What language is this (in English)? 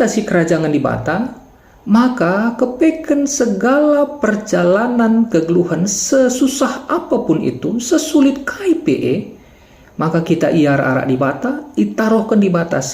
Batak Karo